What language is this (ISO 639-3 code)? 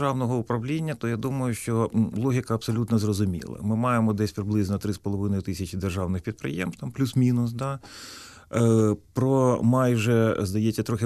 ukr